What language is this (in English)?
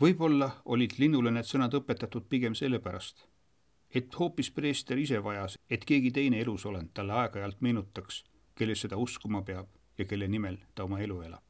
Estonian